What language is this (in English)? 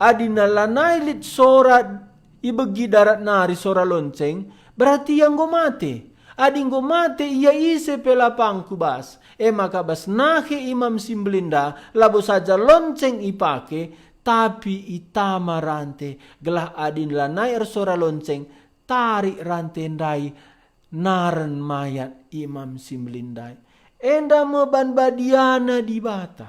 Batak Karo